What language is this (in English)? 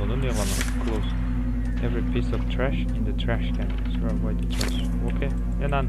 Kara-Kalpak